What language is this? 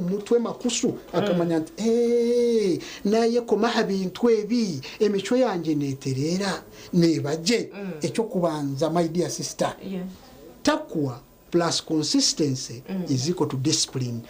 Nyankole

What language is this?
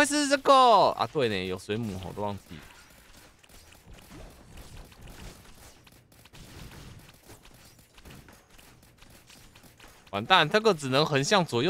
Chinese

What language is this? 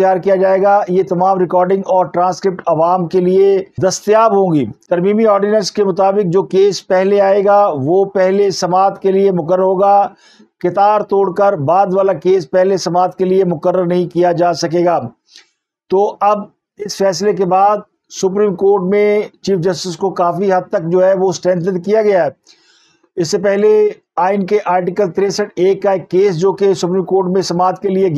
Urdu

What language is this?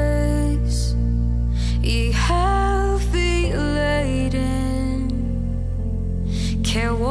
Tahitian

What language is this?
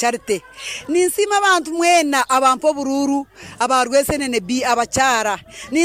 Nyankole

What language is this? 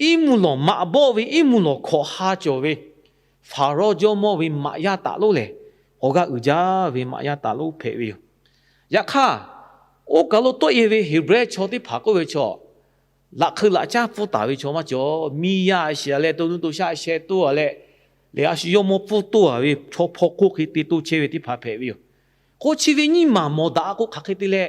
Lahu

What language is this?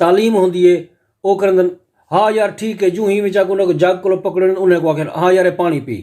Saraiki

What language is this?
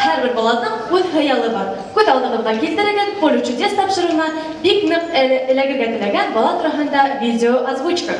Bashkir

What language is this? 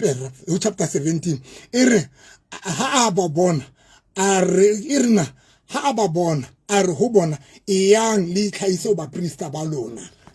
Southern Sotho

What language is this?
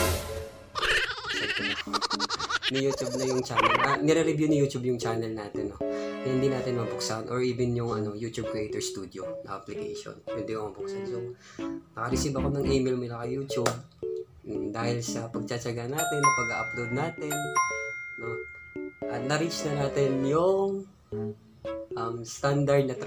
Filipino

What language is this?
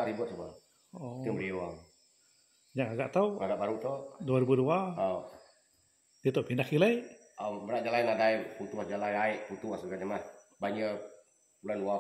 Iban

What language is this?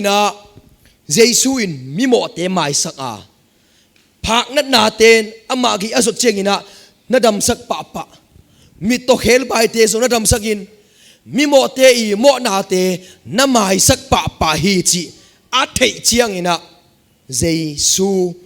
Tedim Chin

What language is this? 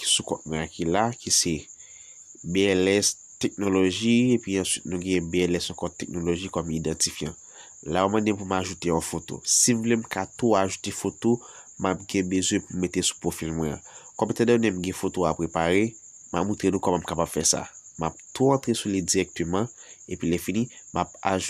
Haitian Creole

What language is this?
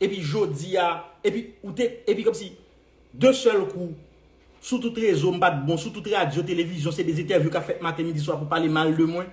Haitian Creole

